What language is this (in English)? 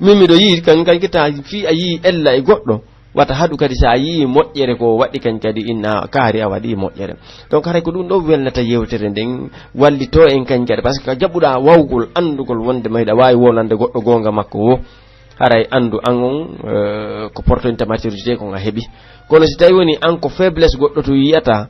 Pular